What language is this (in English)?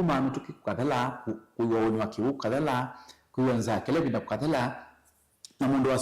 Kamba